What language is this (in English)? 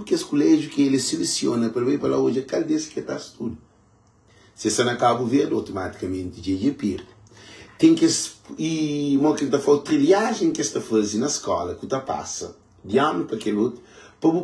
Kabuverdianu